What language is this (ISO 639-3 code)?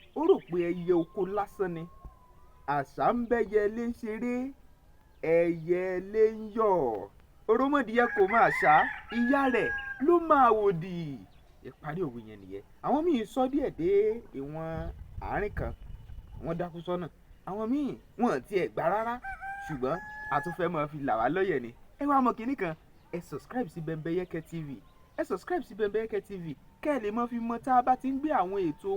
yor